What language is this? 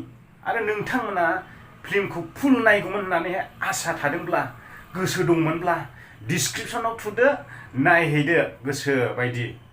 Bodo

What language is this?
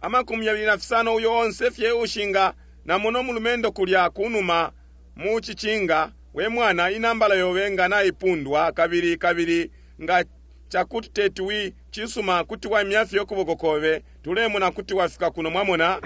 Bemba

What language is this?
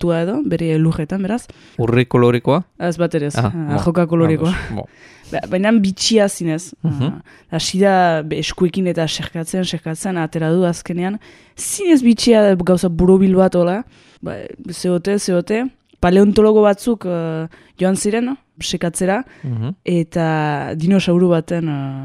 Basque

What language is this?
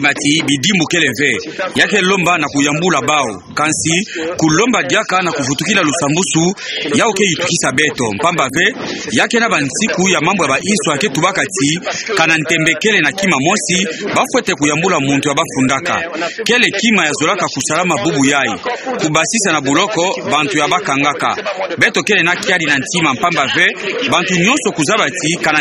Kituba (Democratic Republic of Congo)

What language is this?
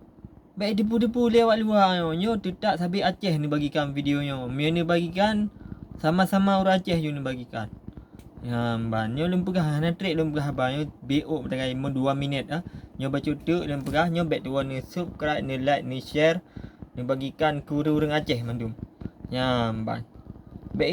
Achinese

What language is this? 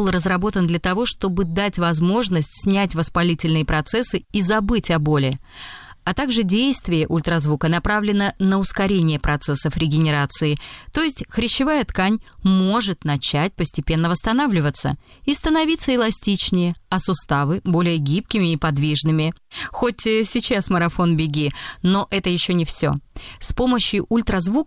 Russian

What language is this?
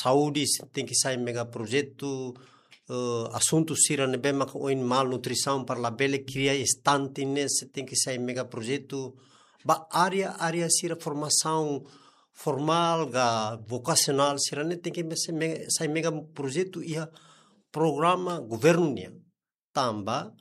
Tetum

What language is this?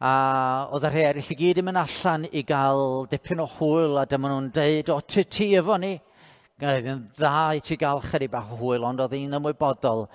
Welsh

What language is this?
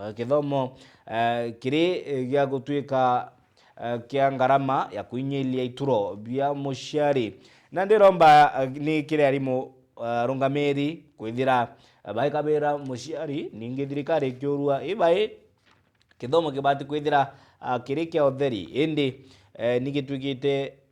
Meru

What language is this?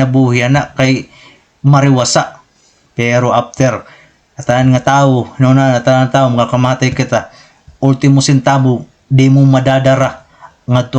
Waray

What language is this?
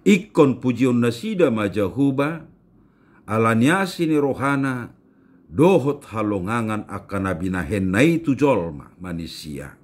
Batak Toba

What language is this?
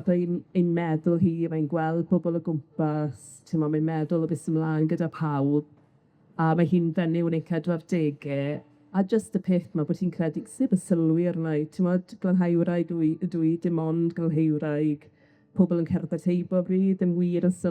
Welsh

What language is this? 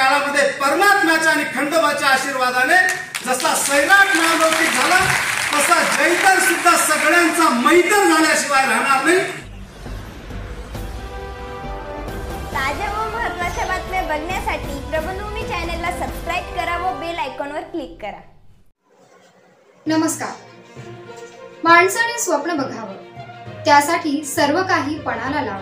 Marathi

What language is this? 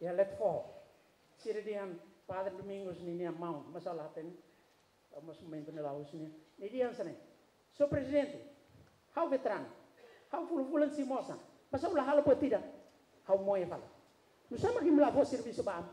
Tetum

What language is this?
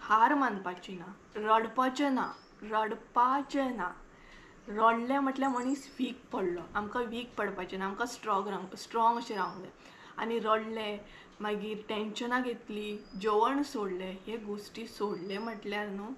Konkani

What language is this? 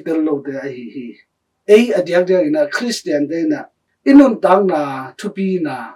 Tedim Chin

